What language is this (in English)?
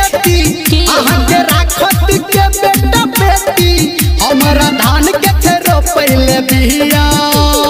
Bhojpuri